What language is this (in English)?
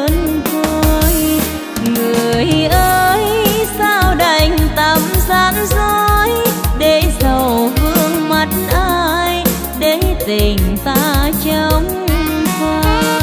Vietnamese